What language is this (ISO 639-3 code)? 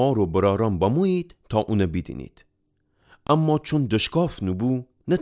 glk